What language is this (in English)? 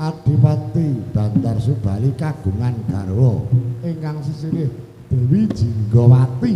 Javanese